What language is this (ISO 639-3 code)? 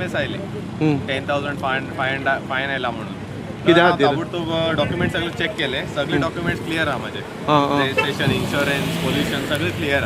kok